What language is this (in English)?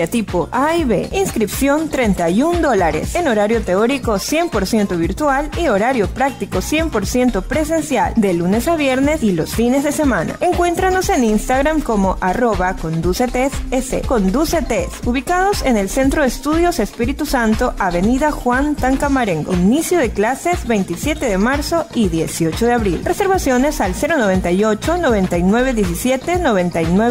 Spanish